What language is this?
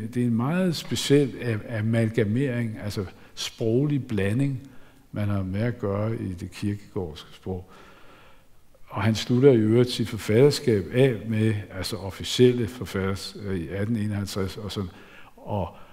Danish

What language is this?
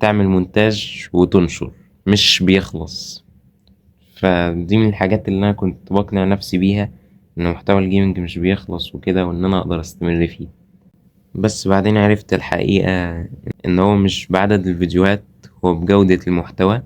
Egyptian Arabic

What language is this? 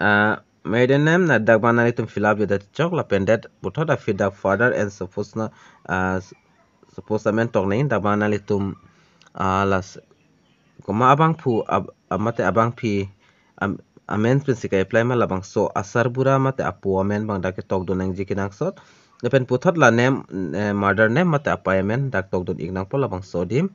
Karbi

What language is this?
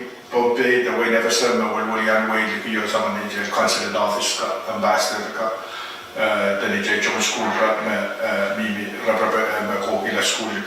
Pohnpeian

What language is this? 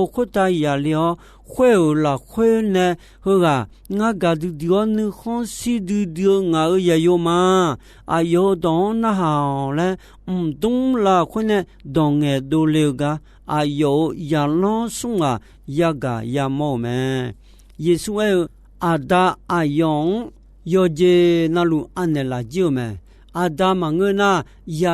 Akha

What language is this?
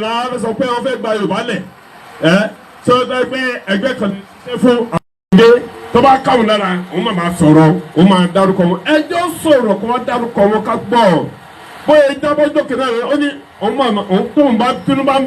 Yoruba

